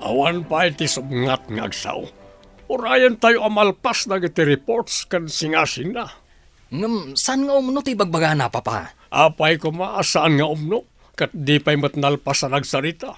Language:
Iloko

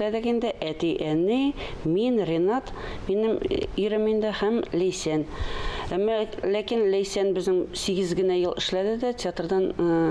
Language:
Tatar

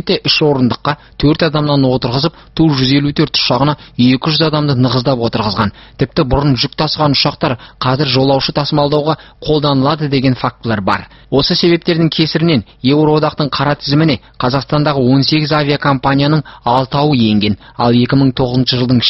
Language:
Kazakh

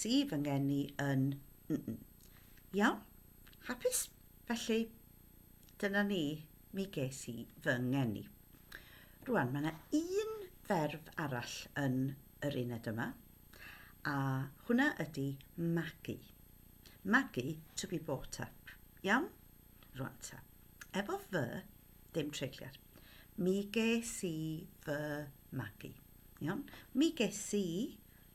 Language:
Welsh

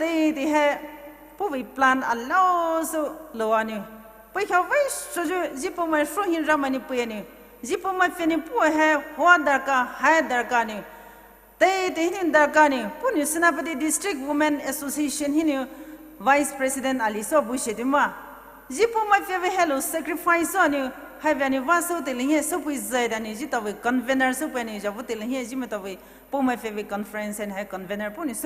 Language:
Poumei Naga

